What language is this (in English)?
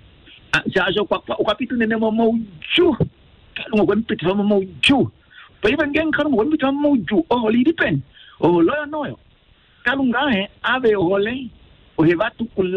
Kuanyama